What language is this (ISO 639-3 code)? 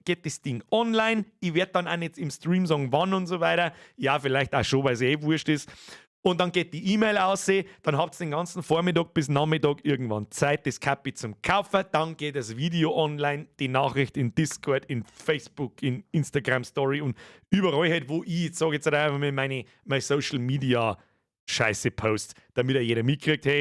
bar